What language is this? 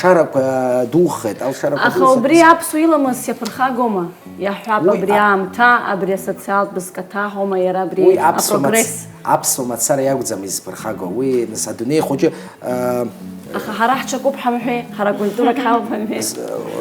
Abkhazian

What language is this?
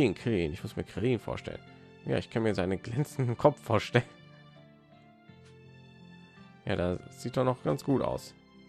German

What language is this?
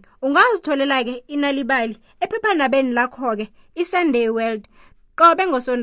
South Ndebele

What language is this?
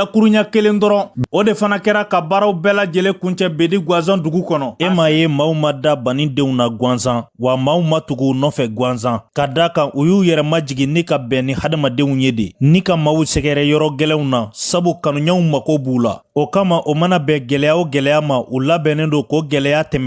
Bambara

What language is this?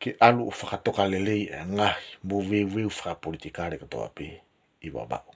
Tongan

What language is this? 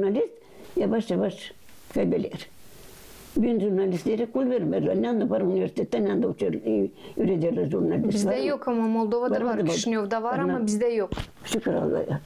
Gagauz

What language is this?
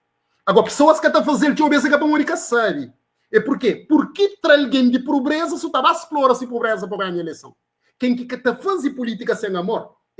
Kabuverdianu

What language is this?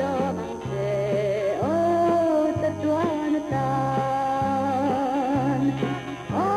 Mizo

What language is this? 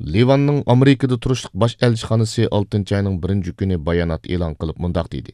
Uyghur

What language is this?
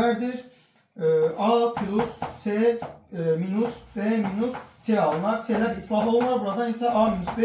Azerbaijani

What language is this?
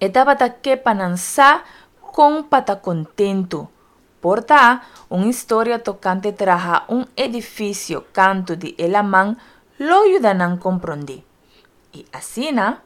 Papiamento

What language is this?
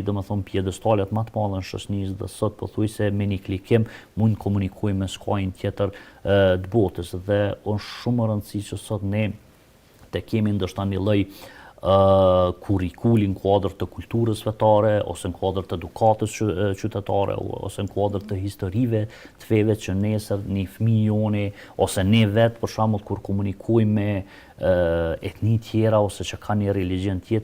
Albanian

